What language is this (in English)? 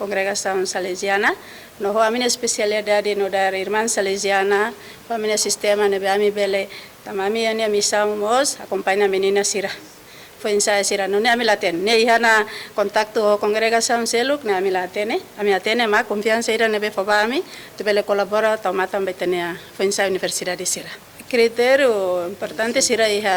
Tetum